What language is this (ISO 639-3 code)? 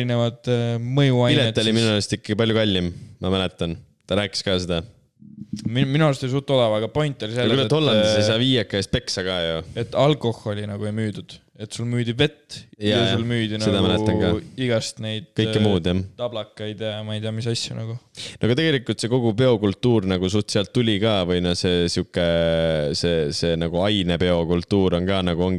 est